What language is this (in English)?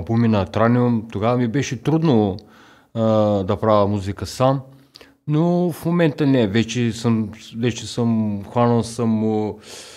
Bulgarian